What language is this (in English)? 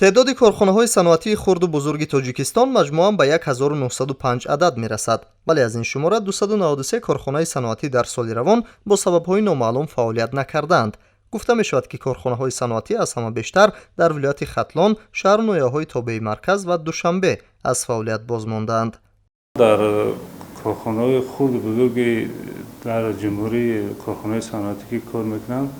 Tajik